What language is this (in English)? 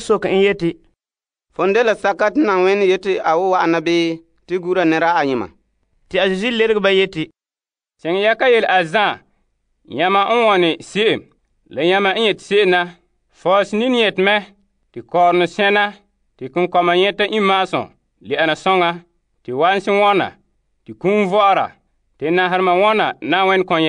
Frafra